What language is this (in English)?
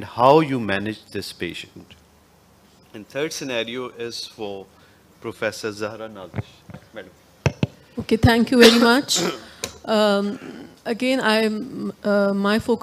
English